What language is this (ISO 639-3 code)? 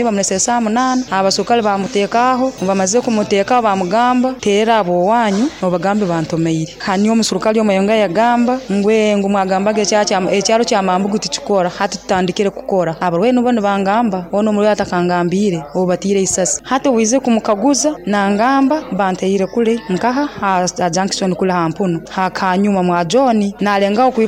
nyo